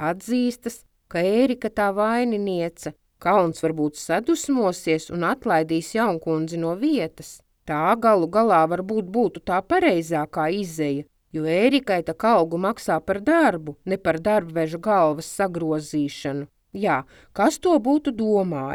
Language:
Latvian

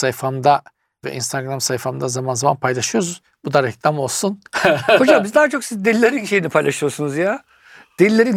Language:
Turkish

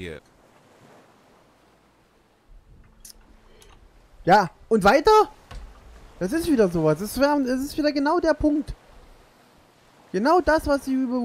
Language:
German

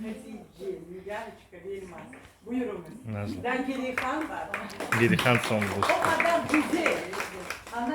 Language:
Crimean Tatar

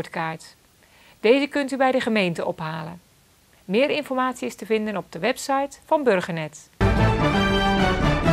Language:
Dutch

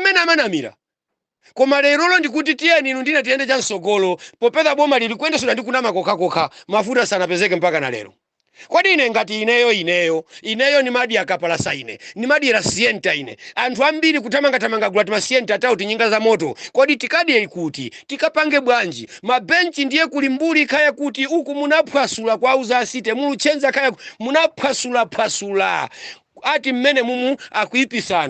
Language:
Nyanja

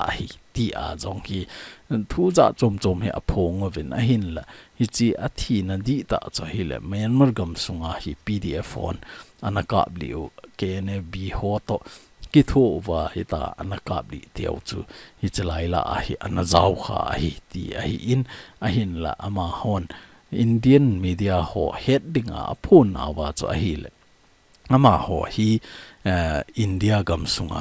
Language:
Thado Chin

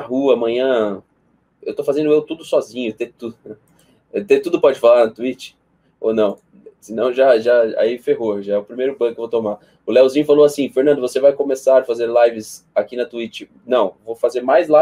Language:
Portuguese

